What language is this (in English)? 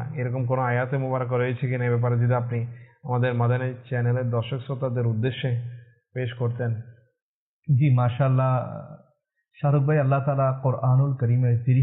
Bangla